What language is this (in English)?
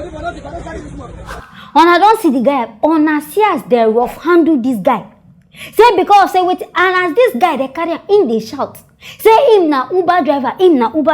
Nigerian Pidgin